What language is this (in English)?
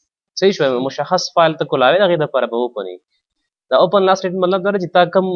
Pashto